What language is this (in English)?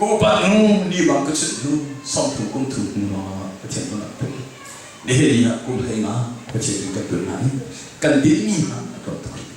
Hakha Chin